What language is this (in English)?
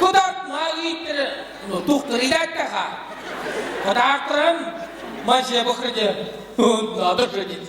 Chuvash